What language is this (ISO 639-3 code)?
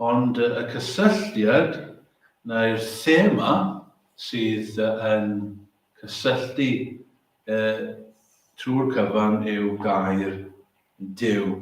cym